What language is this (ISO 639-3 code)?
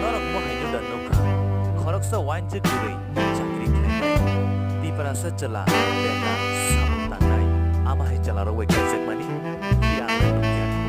trp